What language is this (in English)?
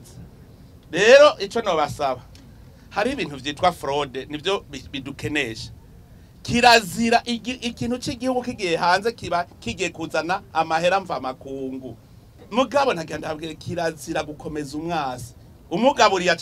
Rundi